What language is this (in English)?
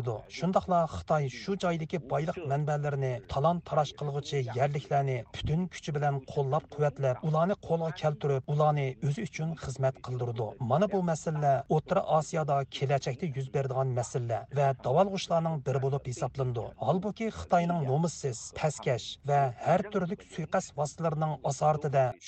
Uyghur